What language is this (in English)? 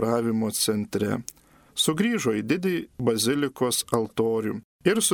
Lithuanian